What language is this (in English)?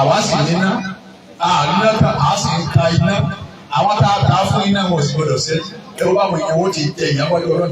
Yoruba